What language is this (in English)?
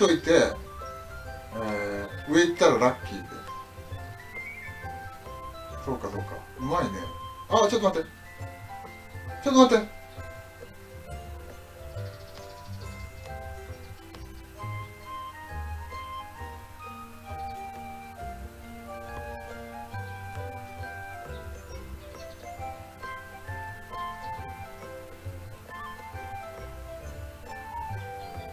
Japanese